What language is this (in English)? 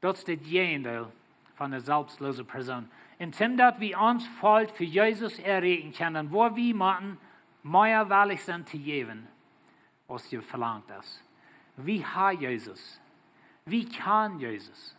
Plautdietsch